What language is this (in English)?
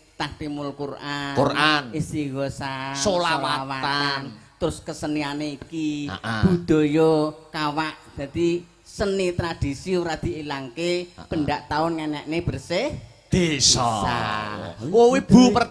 Javanese